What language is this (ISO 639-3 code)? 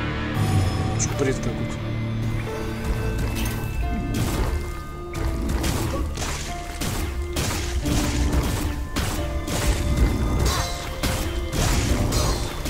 rus